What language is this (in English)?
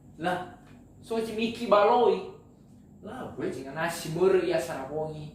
Nias